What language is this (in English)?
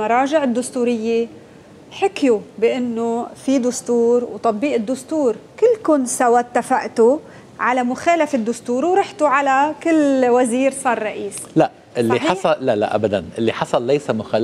North Levantine Arabic